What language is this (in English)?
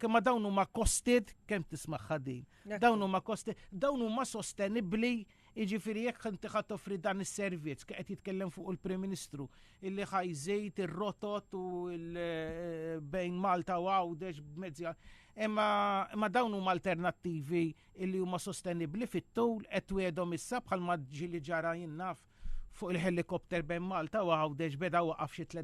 Maltese